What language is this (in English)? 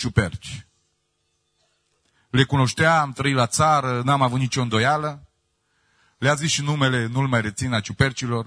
Romanian